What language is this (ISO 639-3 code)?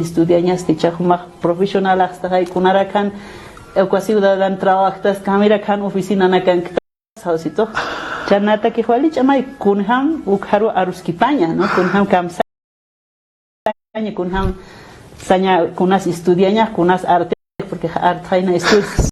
aym